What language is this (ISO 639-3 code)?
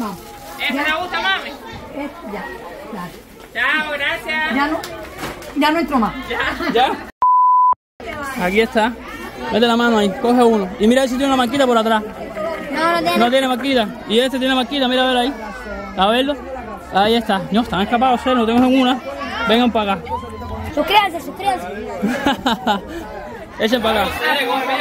spa